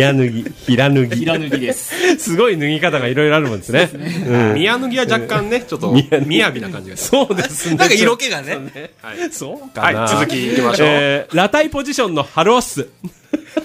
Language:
Japanese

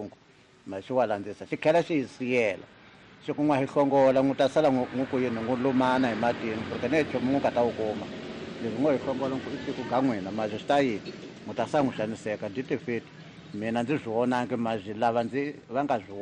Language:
Tsonga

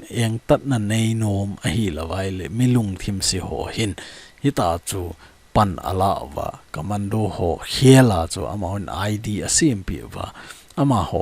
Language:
Thado Chin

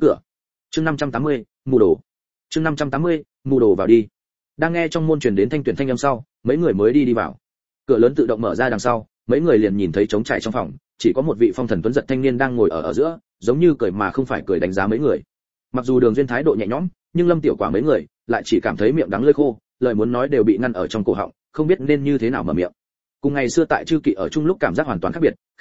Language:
Vietnamese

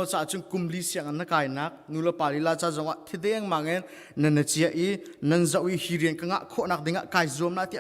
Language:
Hakha Chin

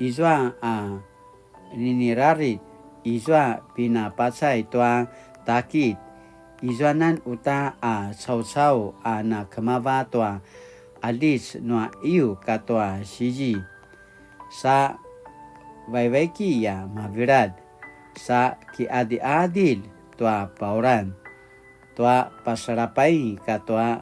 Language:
Paiwan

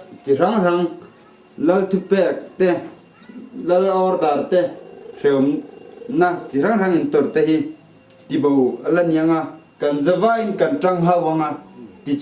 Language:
Hmar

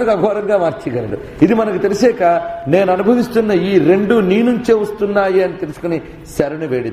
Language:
Telugu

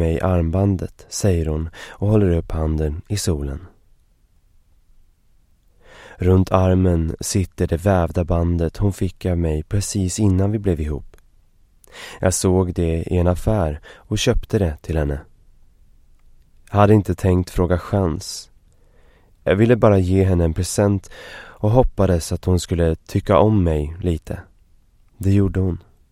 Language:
Swedish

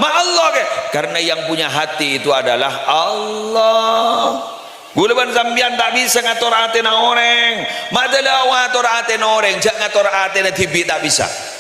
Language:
Madurese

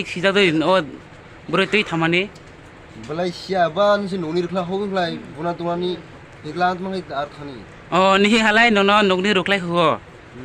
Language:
Riang (India)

